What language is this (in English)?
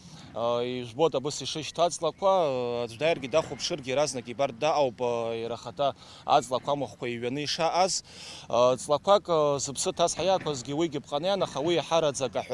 Abkhazian